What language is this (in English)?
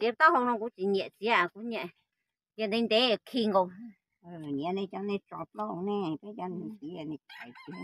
Hmong